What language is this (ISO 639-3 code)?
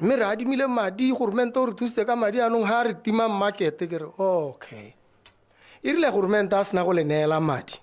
tsn